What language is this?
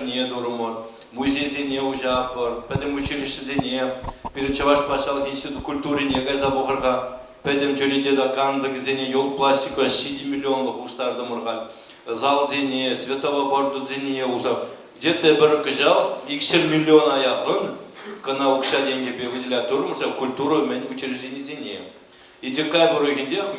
Chuvash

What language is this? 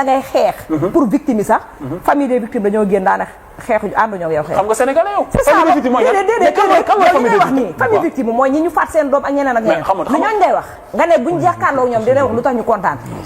Wolof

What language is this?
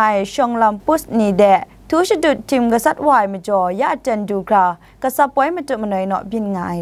Kachin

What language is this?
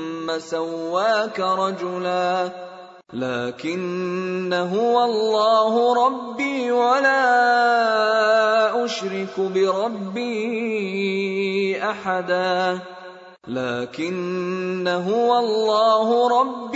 Arabic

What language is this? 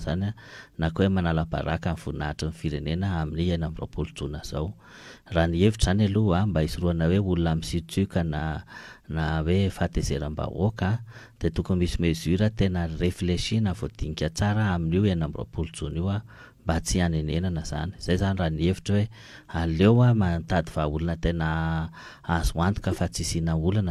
Malagasy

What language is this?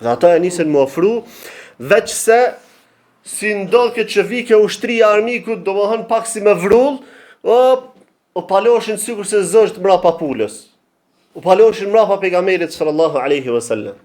Albanian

